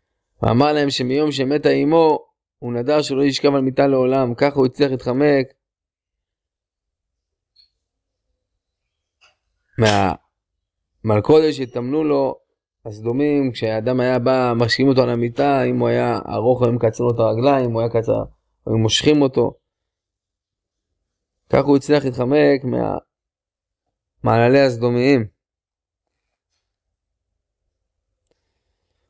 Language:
Hebrew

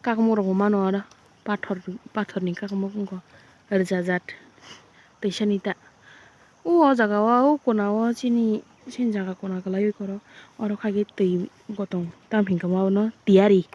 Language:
Kok Borok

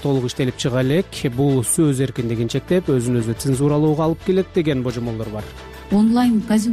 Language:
Kyrgyz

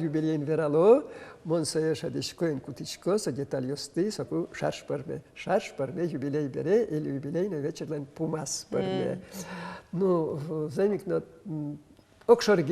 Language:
Udmurt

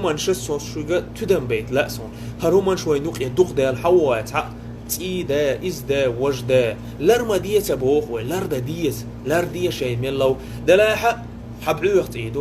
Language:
Chechen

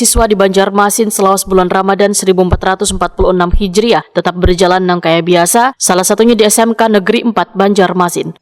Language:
Banjar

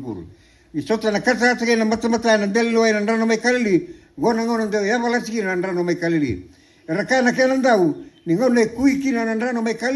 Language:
Fijian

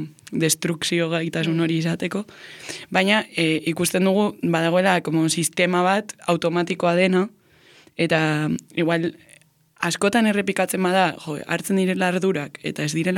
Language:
Basque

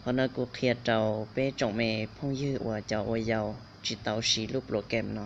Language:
Hmong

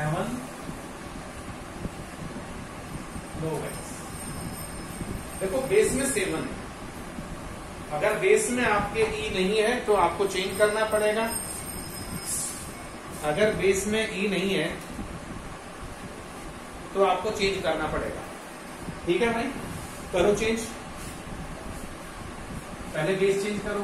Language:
Hindi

